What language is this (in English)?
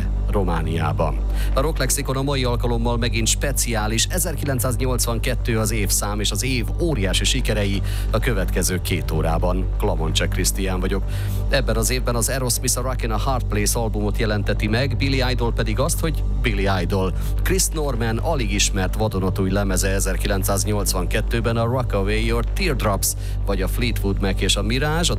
Hungarian